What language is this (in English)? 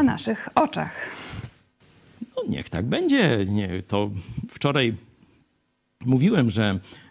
Polish